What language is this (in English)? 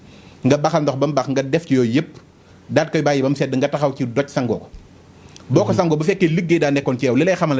Wolof